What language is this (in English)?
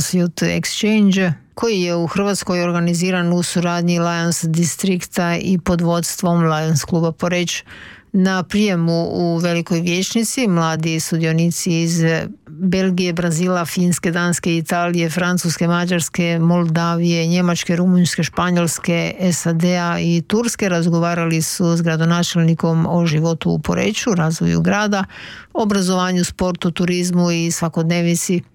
Croatian